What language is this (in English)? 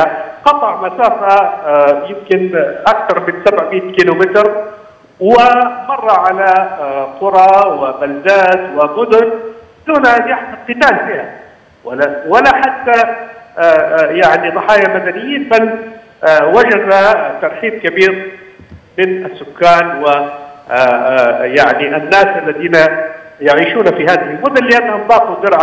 Arabic